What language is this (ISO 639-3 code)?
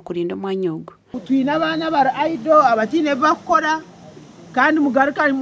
nyn